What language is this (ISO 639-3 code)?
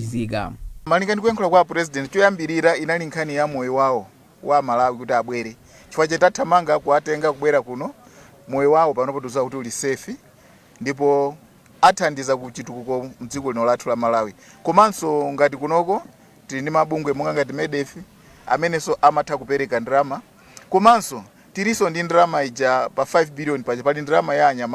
nya